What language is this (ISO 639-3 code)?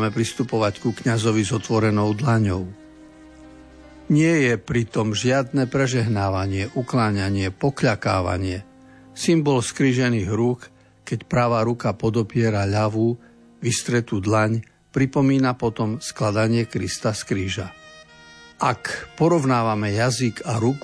slk